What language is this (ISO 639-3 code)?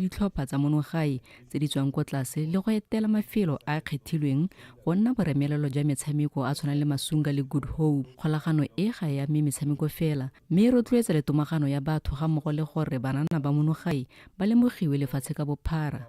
tsn